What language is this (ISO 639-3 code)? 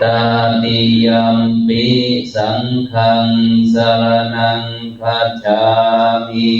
pli